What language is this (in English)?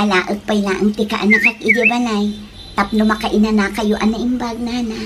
Iloko